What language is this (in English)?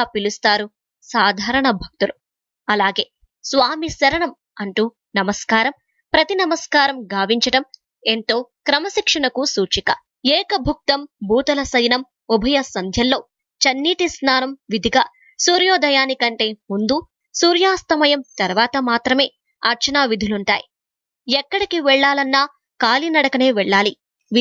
Telugu